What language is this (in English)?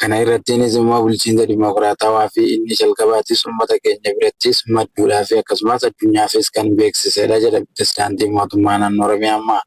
Oromo